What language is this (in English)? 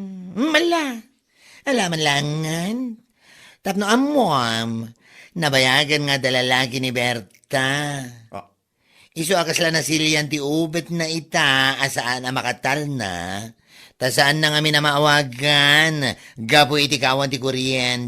Iloko